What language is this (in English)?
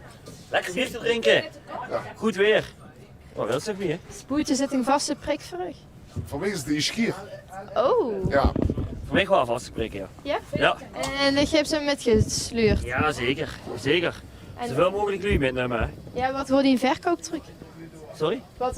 Limburgish